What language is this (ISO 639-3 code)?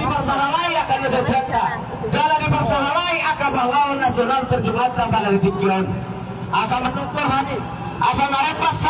bbc